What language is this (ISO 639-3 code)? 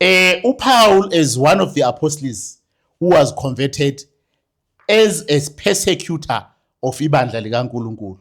zul